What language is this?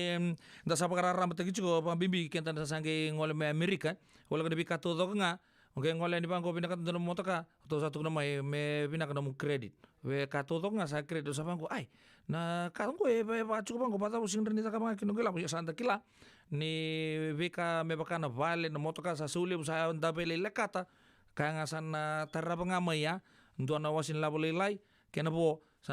Fijian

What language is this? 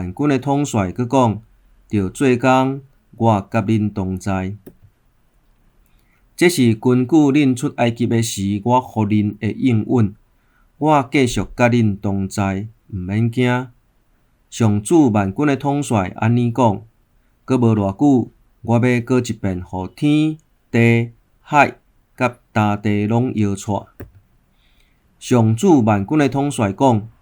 Min Nan Chinese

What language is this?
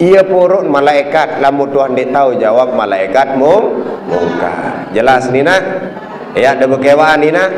Sasak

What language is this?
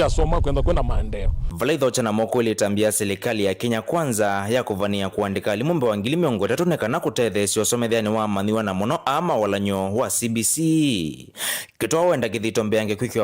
Kamba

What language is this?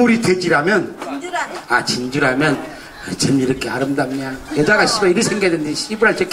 Korean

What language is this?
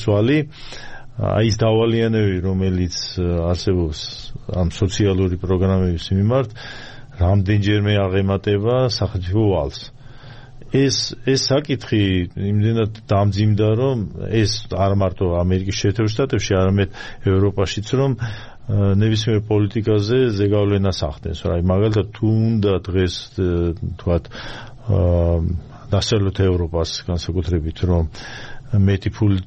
Georgian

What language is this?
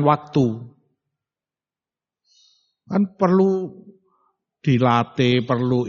Indonesian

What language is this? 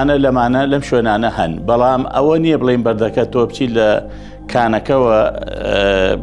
Central Kurdish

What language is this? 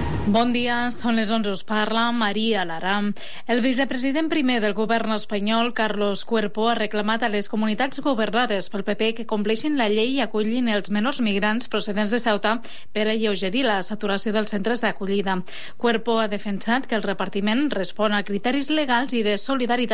Catalan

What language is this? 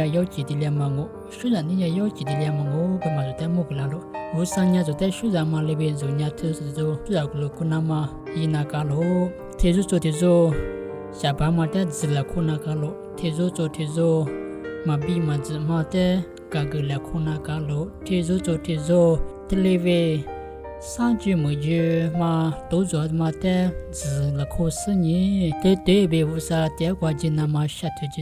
Lisu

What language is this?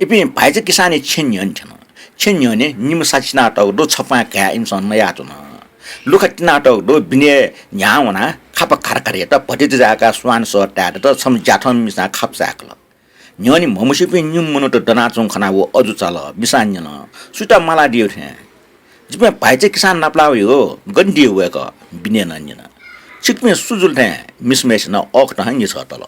Newari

